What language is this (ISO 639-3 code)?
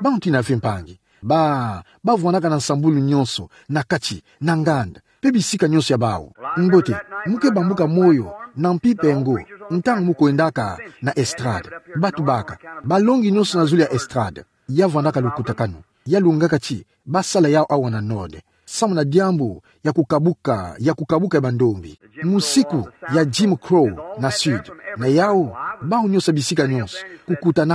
ktu